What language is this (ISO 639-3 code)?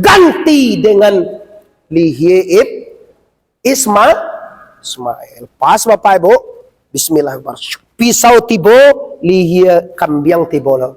min